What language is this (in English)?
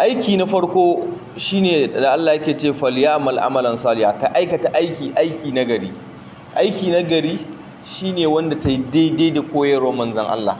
Hausa